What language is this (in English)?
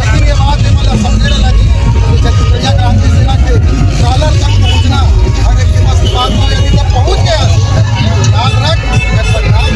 Chhattisgarhi